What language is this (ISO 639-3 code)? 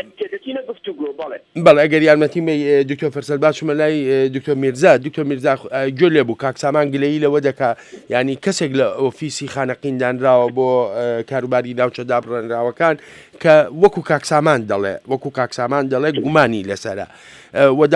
ckb